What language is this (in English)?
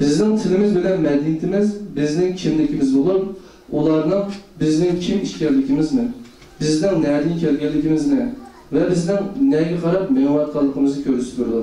Uyghur